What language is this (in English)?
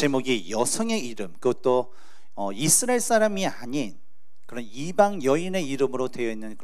Korean